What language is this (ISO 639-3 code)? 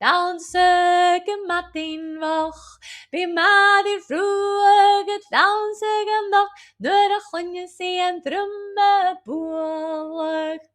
gla